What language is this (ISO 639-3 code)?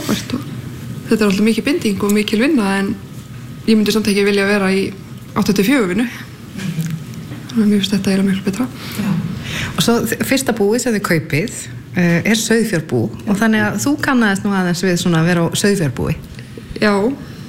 isl